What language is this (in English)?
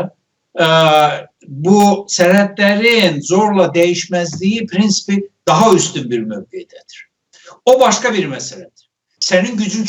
South Azerbaijani